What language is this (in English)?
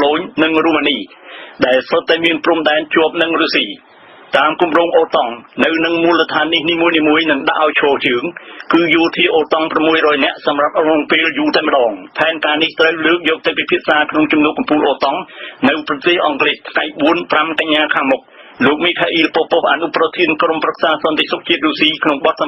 Khmer